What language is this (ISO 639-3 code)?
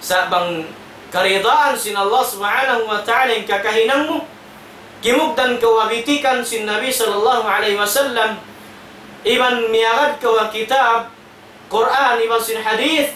tsg